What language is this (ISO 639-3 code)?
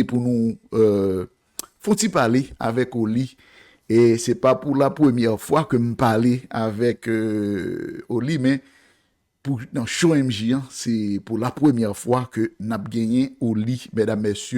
hat